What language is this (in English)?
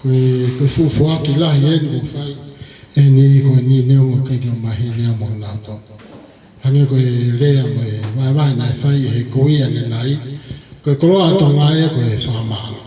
Tongan